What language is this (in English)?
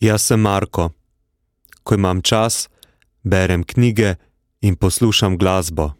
Slovenian